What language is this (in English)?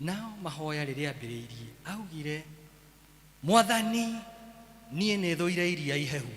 Kikuyu